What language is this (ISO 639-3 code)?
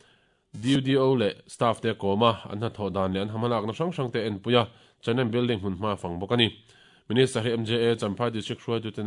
lus